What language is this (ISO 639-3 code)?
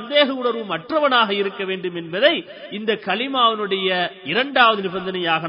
tam